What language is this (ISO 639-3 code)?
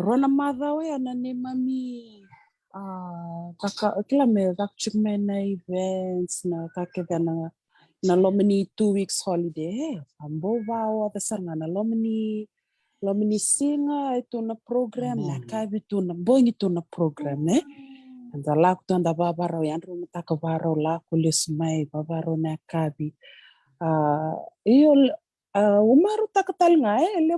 fij